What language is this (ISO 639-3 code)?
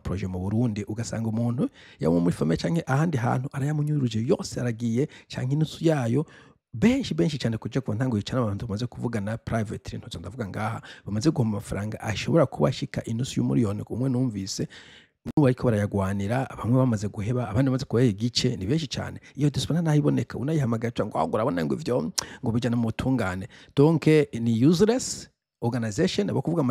run